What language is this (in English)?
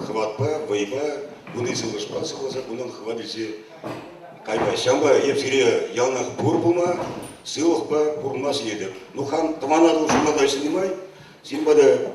Chuvash